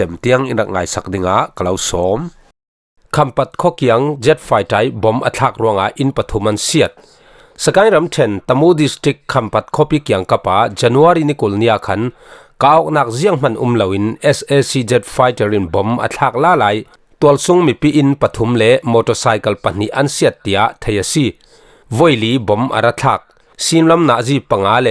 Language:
Falam Chin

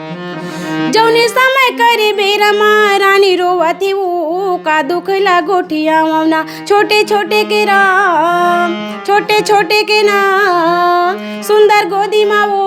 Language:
Chhattisgarhi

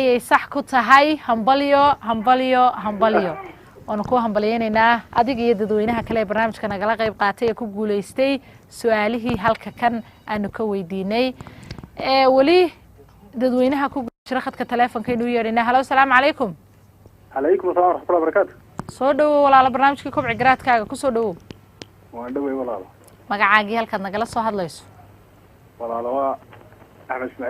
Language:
Somali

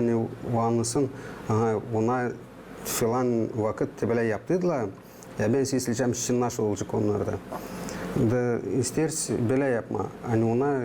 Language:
Gagauz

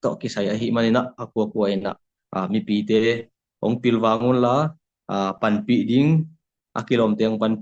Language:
Tedim Chin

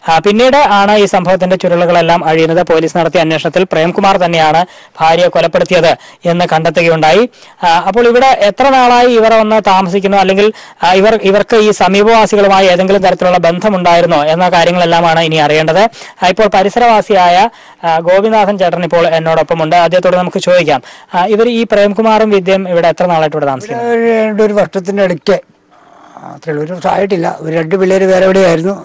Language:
Malayalam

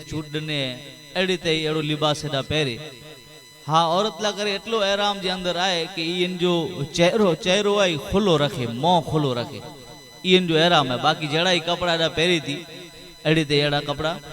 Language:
Kachhi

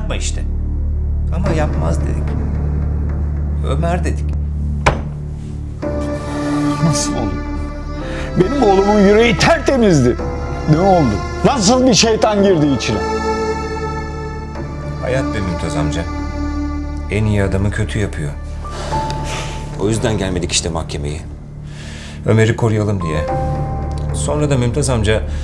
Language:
Turkish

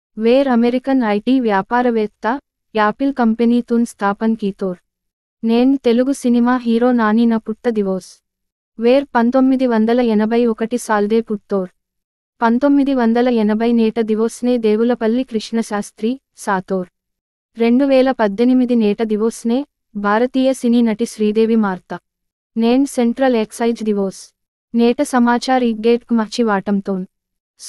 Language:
Gondi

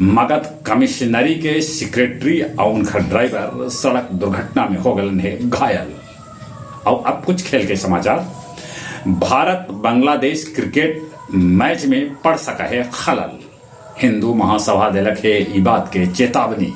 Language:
Magahi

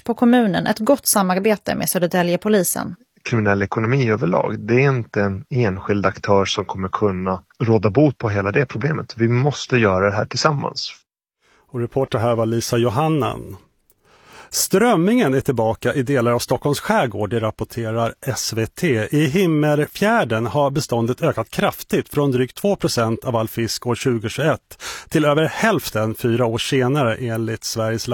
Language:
Swedish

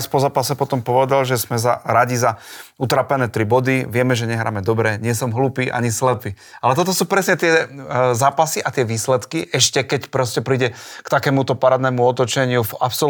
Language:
Slovak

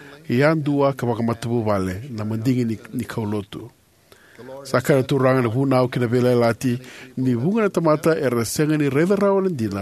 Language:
Fijian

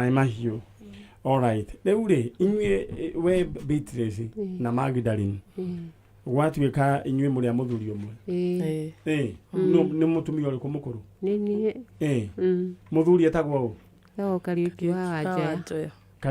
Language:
Kikuyu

